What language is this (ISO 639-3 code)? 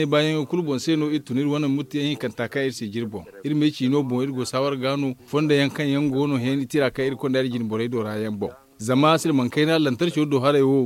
dje